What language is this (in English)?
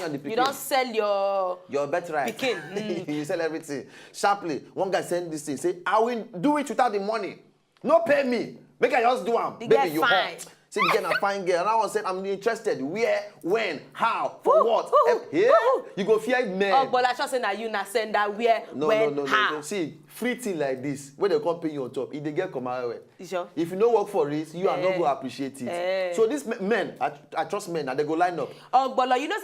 Nigerian Pidgin